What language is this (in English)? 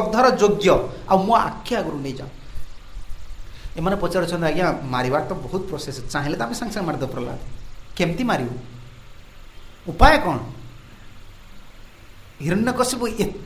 Odia